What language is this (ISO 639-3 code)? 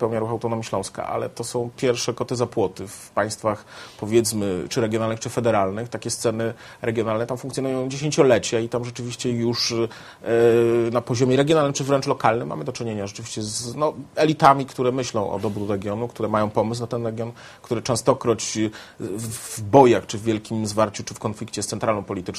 pol